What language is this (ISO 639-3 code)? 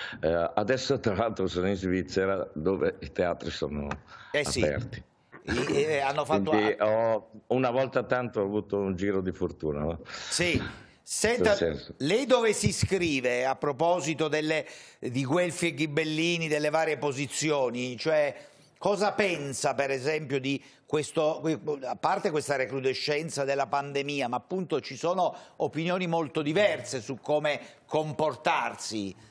ita